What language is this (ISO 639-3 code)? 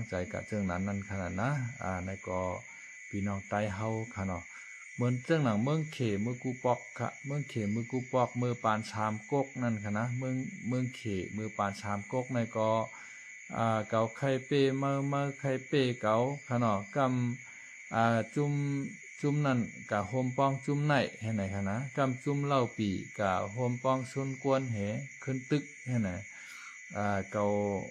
shn